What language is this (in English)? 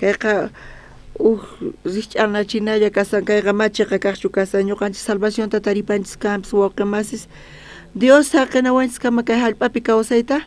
South Bolivian Quechua